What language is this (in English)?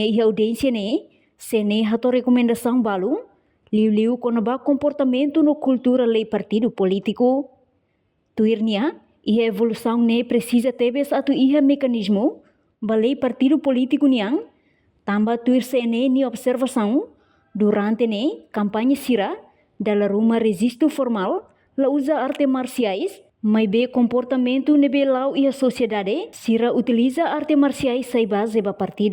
Tetum